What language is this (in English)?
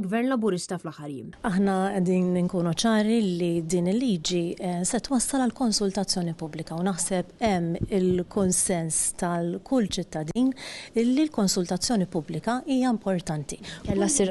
Maltese